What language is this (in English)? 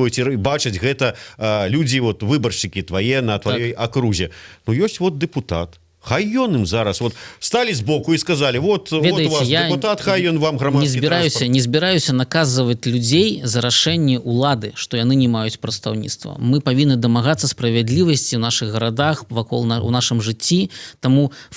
Belarusian